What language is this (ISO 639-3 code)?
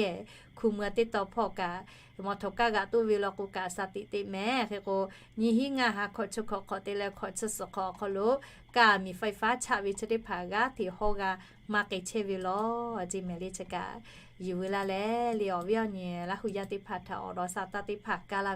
lhu